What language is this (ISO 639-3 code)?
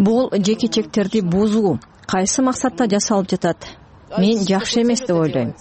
kir